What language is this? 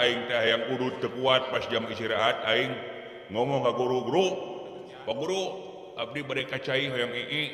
Sundanese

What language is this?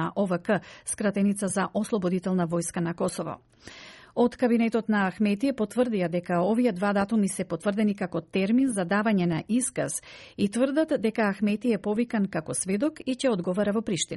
Macedonian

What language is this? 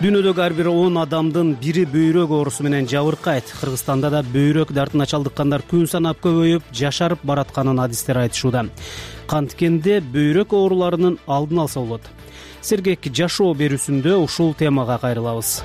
Kyrgyz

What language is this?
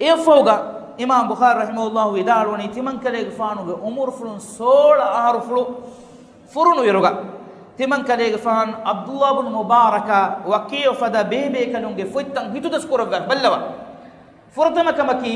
Divehi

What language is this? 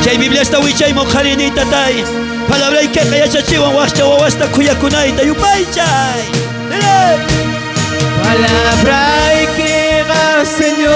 South Bolivian Quechua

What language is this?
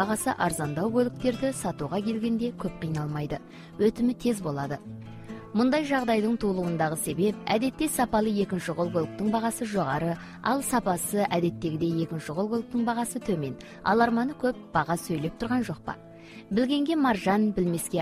Kazakh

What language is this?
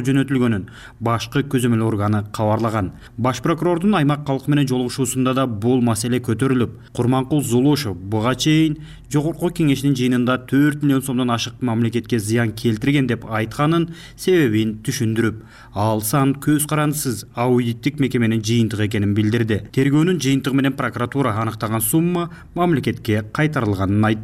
Kyrgyz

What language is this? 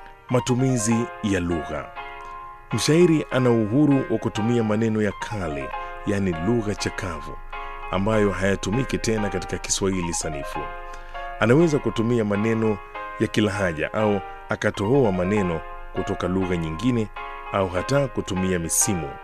Swahili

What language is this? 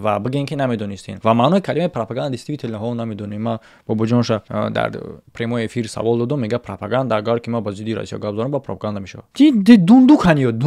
Tajik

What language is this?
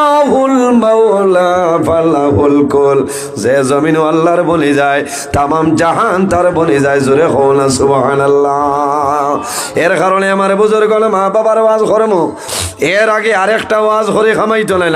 Sylheti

